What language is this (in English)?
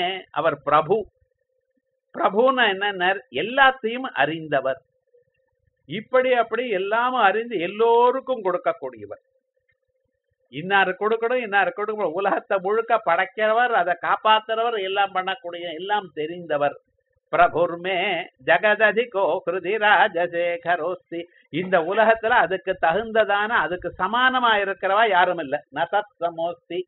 Tamil